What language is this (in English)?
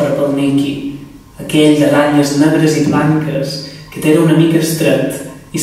Catalan